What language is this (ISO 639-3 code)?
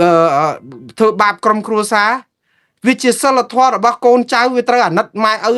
khm